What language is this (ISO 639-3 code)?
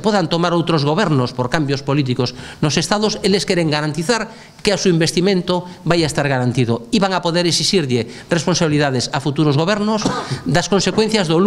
glg